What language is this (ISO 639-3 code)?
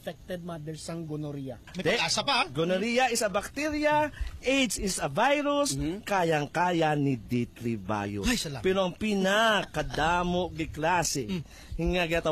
hil